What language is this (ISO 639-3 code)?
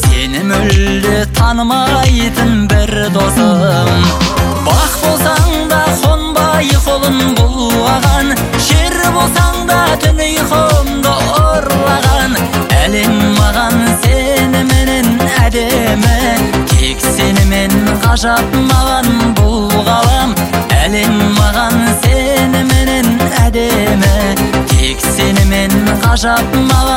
kaz